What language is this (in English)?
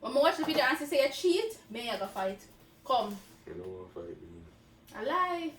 Jamaican Creole English